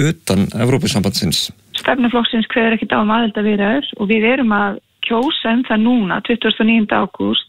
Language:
Icelandic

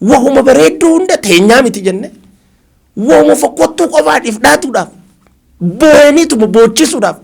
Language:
Oromo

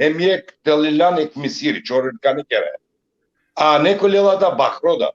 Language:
Balkan Romani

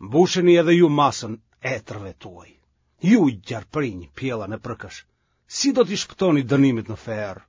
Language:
Albanian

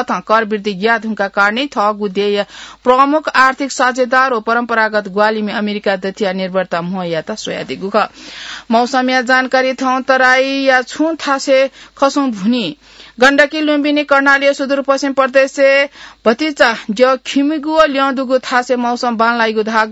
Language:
Newari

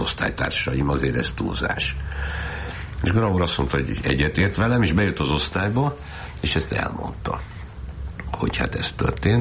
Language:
Hungarian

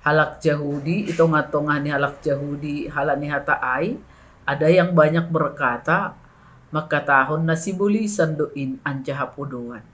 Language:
Batak Simalungun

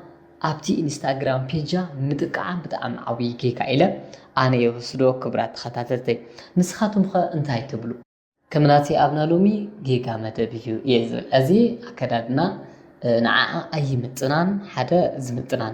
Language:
Tigrinya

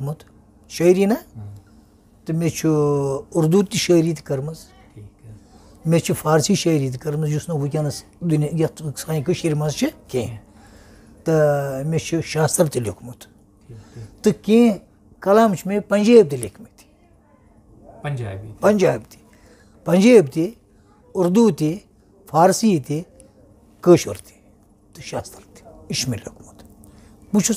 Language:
Kashmiri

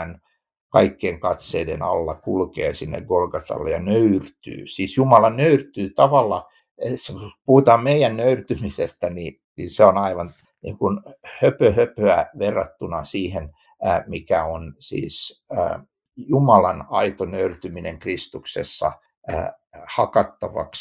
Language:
Finnish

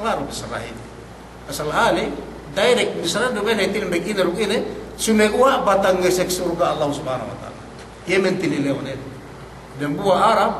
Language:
Yakan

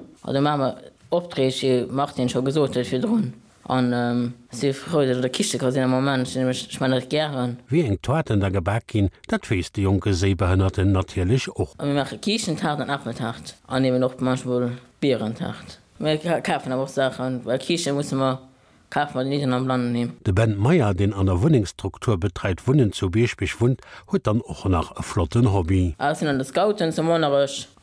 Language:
Luxembourgish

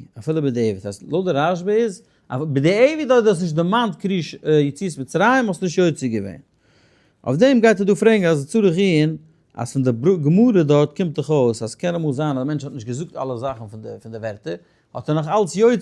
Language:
Yiddish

